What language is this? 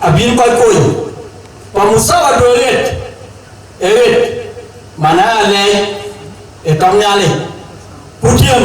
Dinka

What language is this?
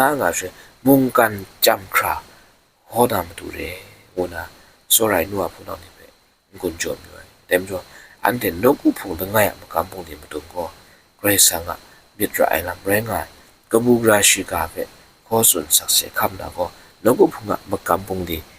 Kachin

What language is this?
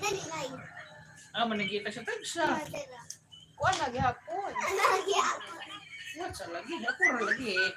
Cebuano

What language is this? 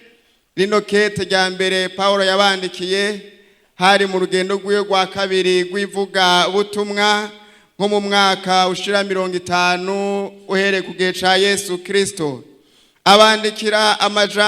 Rundi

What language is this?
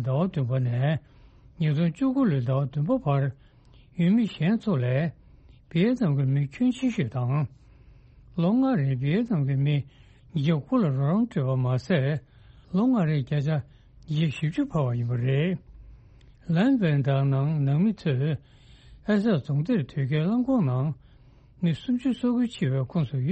Tibetan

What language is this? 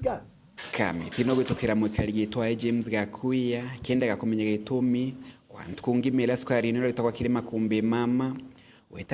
Meru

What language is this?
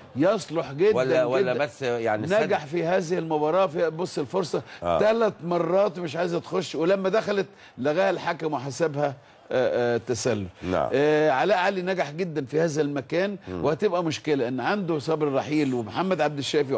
Egyptian Arabic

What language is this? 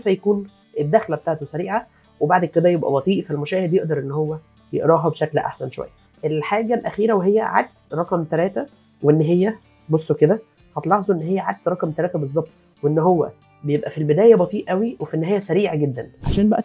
Egyptian Arabic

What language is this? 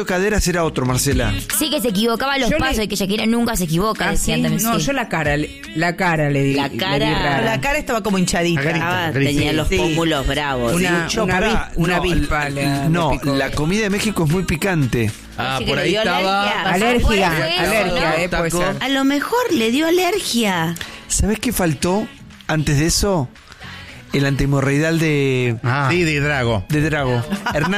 Spanish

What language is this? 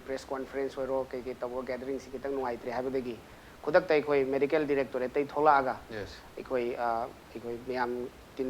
Manipuri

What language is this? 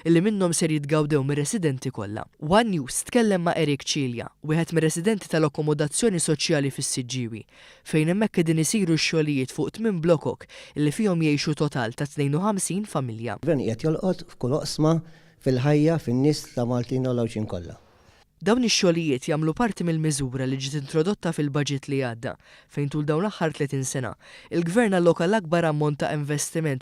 Maltese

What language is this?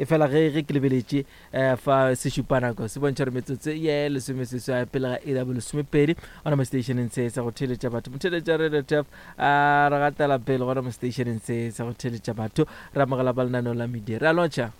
Northern Sotho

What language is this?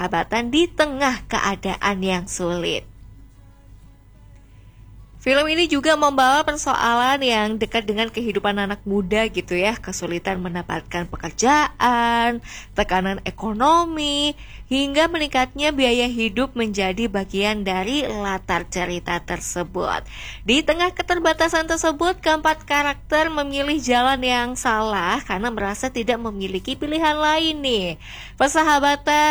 Indonesian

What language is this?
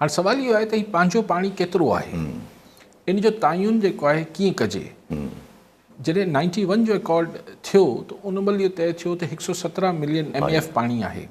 Sindhi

